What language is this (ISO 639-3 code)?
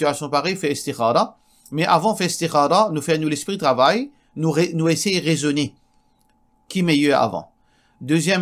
mfe